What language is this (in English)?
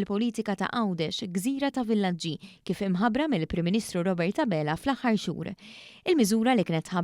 Maltese